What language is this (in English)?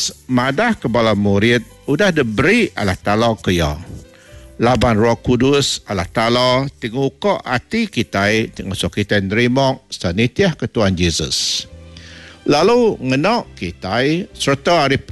Iban